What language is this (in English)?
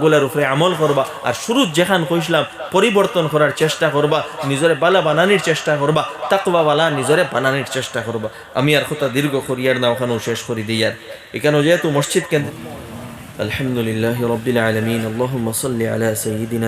Sylheti